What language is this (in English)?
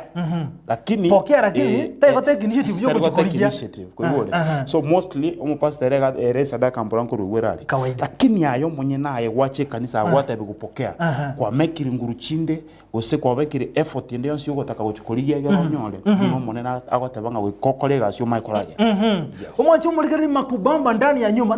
Gusii